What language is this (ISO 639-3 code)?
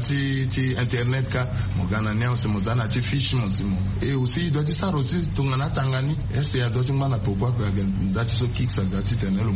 sag